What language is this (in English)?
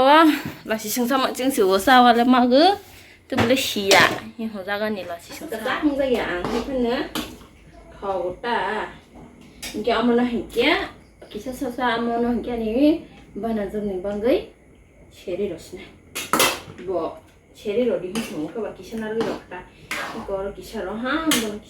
Kok Borok